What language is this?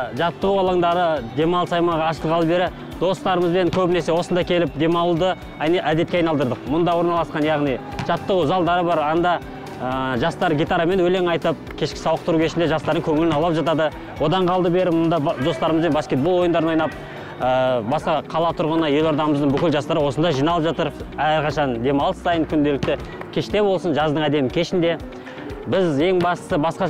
Kazakh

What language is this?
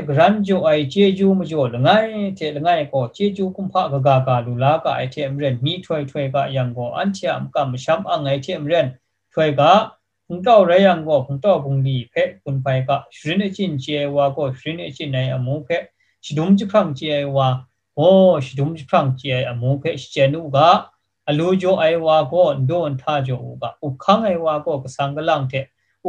Kachin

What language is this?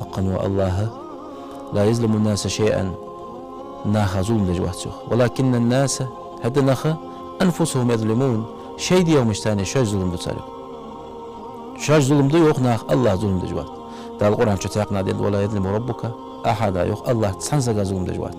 Ingush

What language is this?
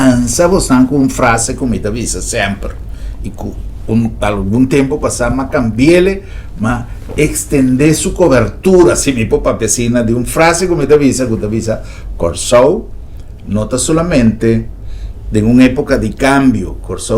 Papiamento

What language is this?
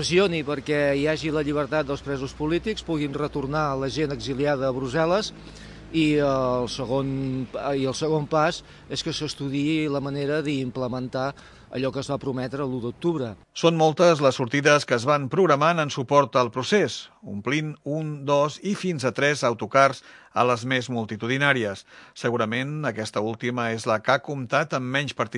Catalan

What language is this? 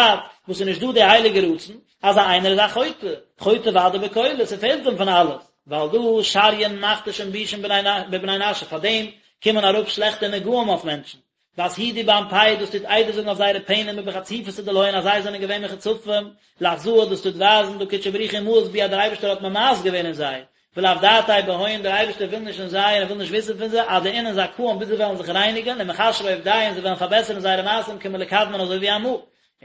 Yiddish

